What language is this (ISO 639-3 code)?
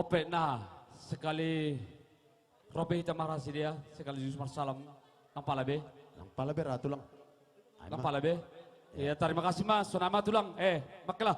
bts